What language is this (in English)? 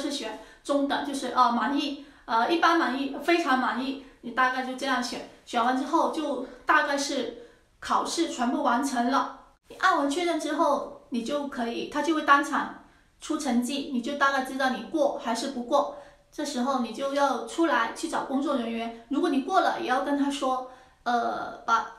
Chinese